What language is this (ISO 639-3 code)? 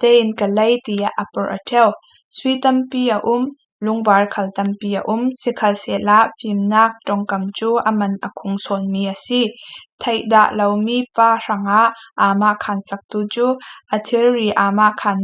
cfm